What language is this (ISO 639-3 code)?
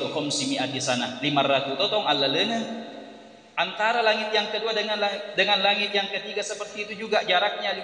bug